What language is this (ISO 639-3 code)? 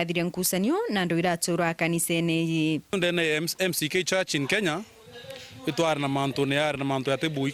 mer